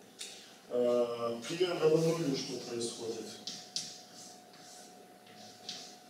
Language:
Russian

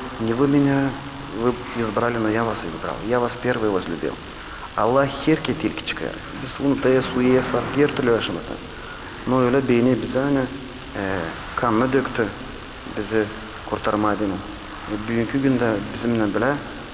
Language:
Gagauz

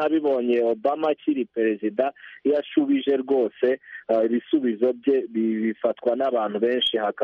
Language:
Kinyarwanda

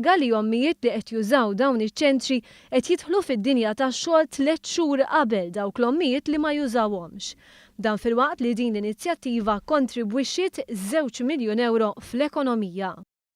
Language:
Maltese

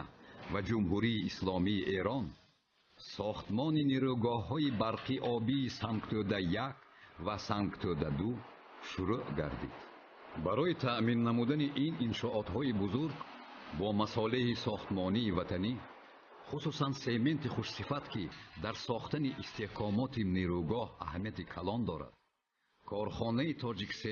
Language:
Tajik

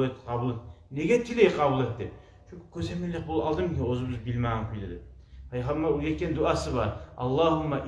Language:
Kumyk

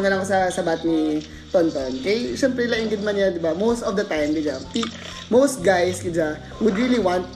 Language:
Filipino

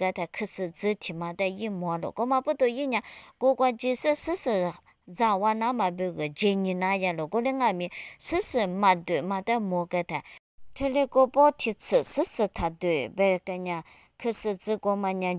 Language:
Lisu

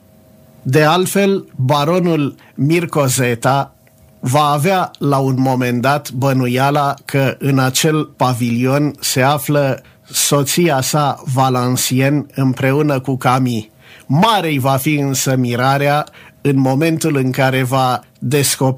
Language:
Romanian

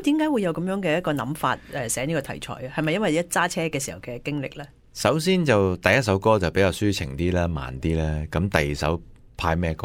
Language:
Cantonese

